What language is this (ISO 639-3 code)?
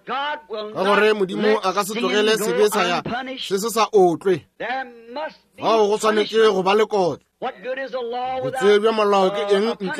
nso